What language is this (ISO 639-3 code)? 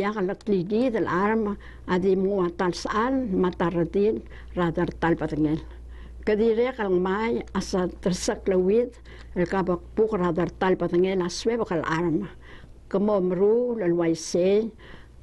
pau